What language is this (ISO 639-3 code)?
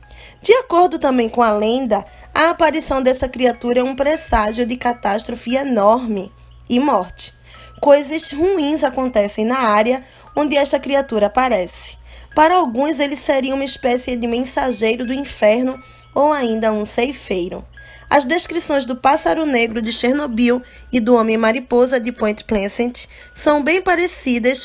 por